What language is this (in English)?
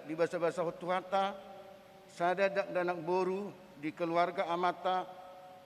Batak Toba